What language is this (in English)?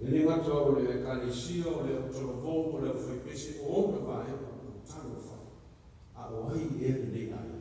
Samoan